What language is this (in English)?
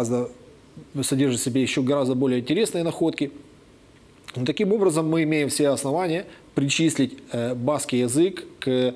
Russian